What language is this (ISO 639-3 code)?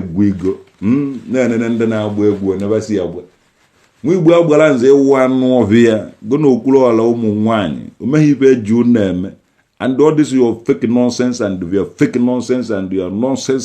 ibo